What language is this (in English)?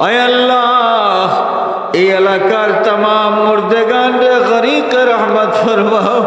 Sylheti